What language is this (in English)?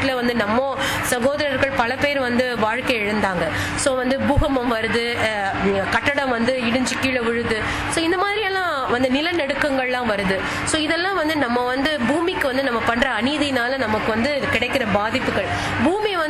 Tamil